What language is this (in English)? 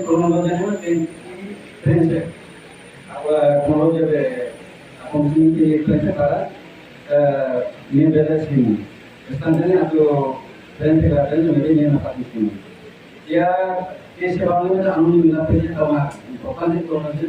Tetum